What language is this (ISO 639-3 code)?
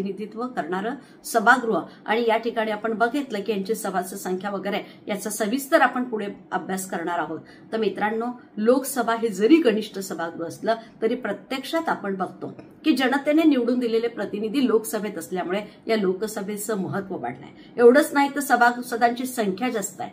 mar